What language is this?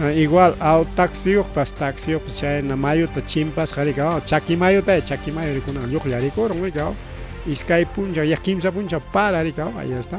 Ayacucho Quechua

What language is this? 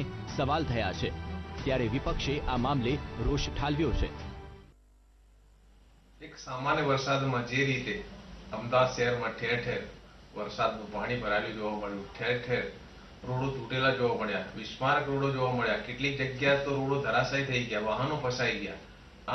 Gujarati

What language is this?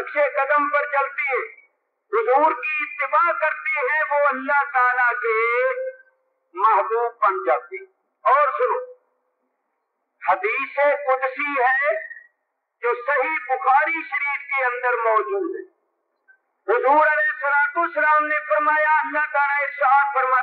Urdu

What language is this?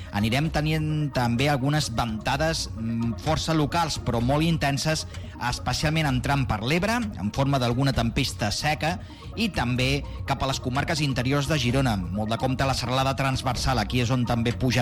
Catalan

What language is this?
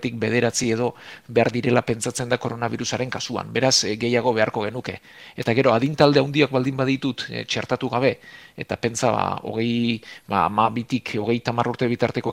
Basque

